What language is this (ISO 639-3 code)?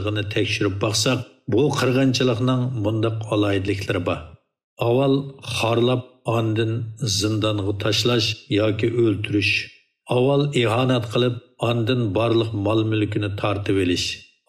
uig